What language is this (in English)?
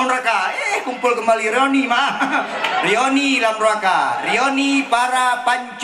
Achinese